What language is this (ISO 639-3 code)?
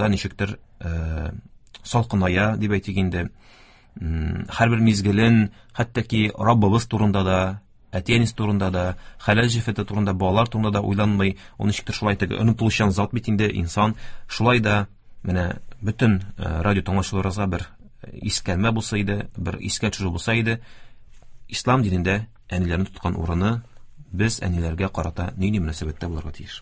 tat